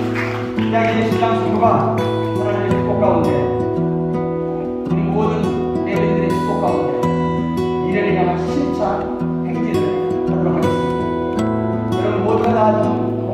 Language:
Korean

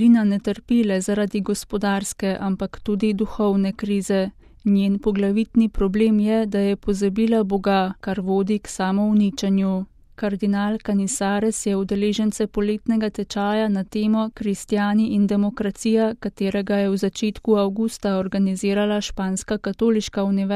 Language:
Slovenian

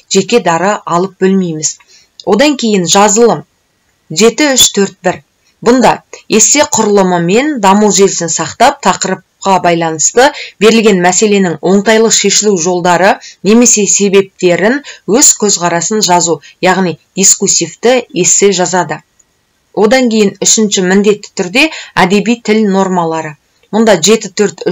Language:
Kazakh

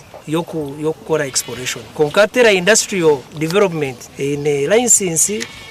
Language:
Nyankole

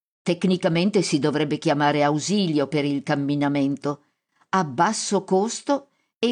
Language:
Italian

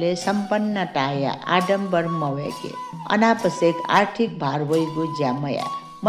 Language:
Newari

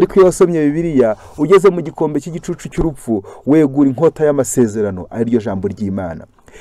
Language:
Kinyarwanda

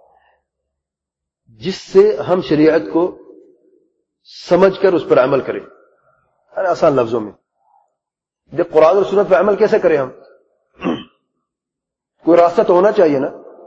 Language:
Urdu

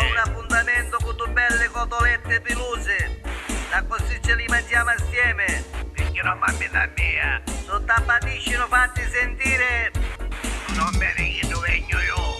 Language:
Neapolitan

